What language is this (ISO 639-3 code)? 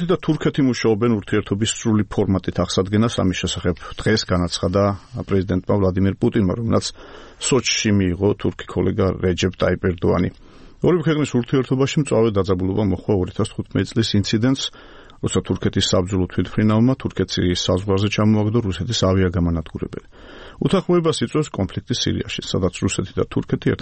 kat